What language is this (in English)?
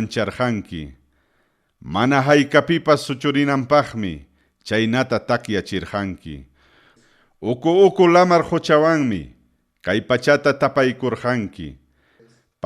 Ayacucho Quechua